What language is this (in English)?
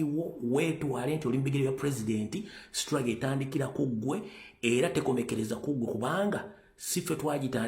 Ganda